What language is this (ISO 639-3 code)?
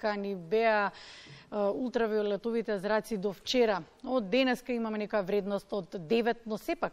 mkd